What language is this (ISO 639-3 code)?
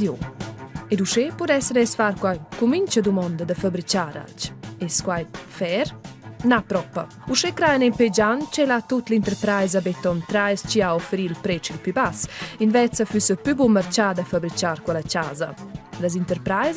roh